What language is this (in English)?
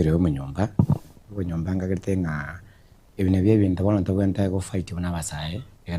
Gusii